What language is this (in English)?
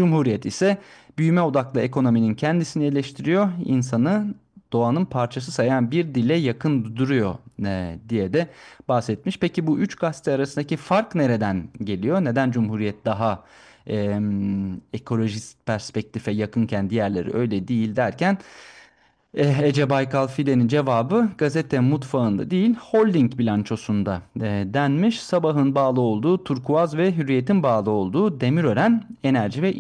Turkish